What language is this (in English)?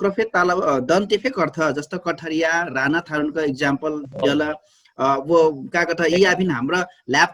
Dangaura Tharu